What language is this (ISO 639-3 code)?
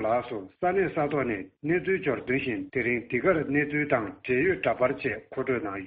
bod